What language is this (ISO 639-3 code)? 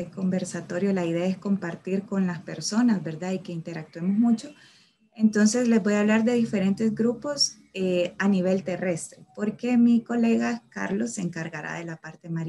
spa